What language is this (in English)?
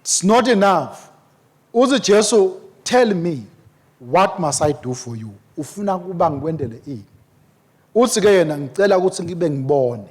Swati